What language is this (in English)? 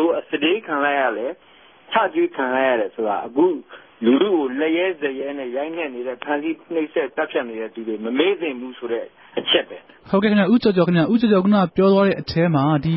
Burmese